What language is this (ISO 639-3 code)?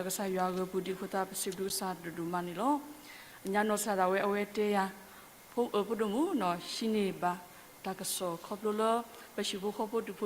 ksw